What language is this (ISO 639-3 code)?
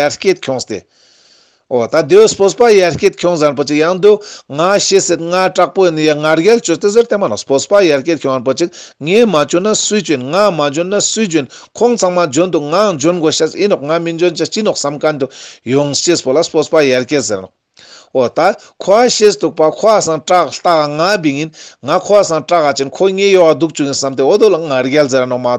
lbj